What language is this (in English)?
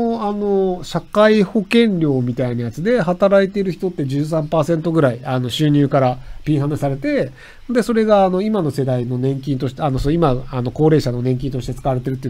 Japanese